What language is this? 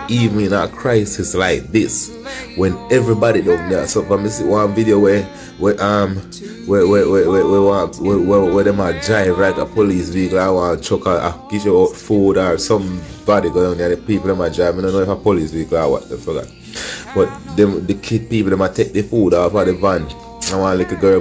Jamaican Creole English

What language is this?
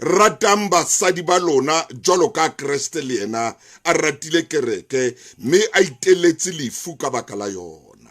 Southern Sotho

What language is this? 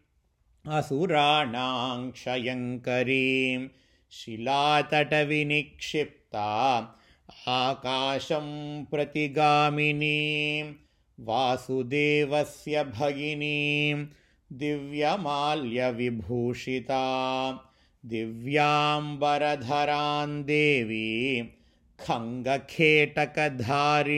Sanskrit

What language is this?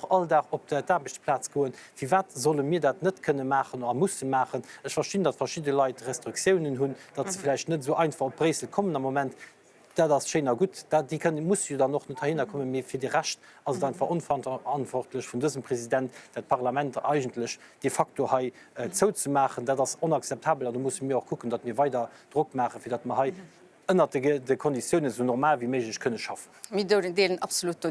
Luxembourgish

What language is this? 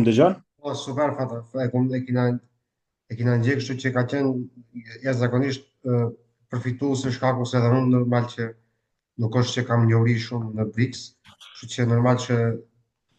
Albanian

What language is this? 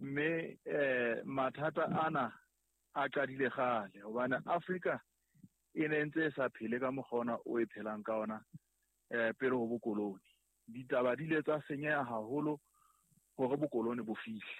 Southern Sotho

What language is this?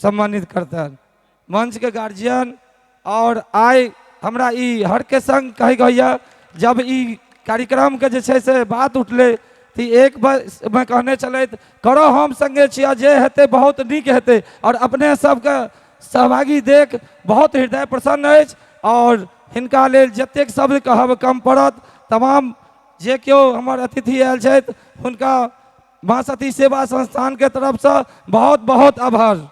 Maithili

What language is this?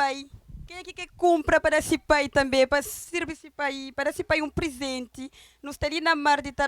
Kabuverdianu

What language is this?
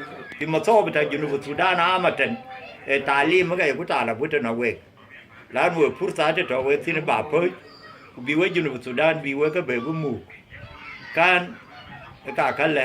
Dinka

